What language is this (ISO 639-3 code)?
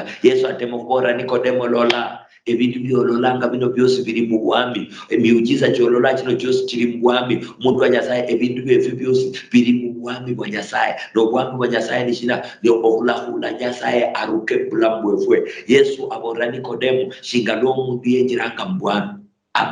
luy